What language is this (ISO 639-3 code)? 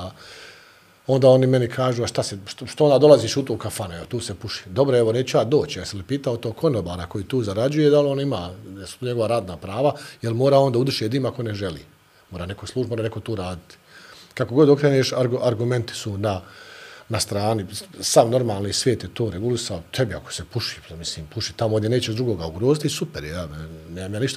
bos